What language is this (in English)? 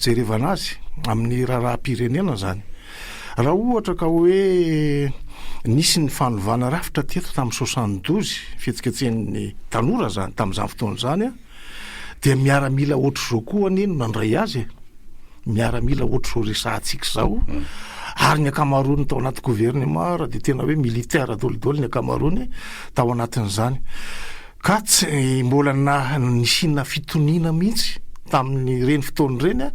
Malagasy